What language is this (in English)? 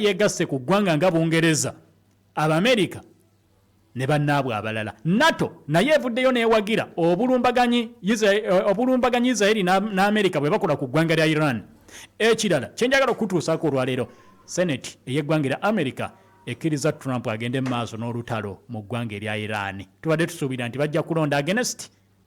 Ganda